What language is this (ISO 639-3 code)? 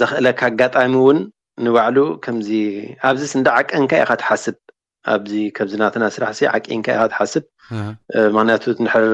tir